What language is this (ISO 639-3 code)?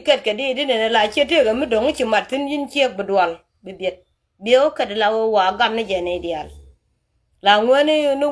nus